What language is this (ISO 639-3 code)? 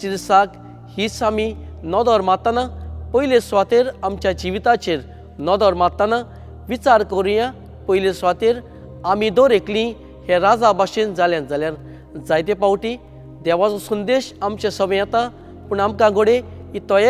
kok